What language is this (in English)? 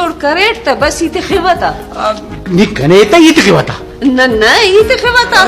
Brahui